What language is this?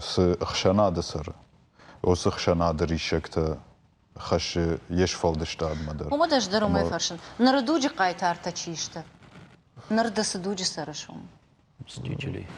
Ossetic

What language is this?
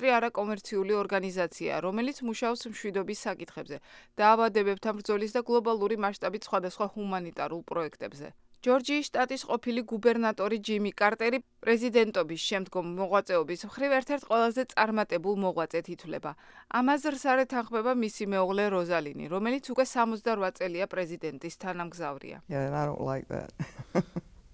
Georgian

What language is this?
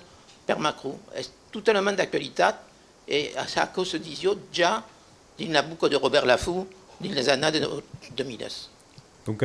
Occitan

